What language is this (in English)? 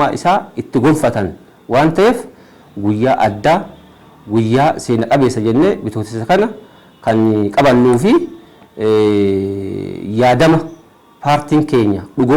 Oromo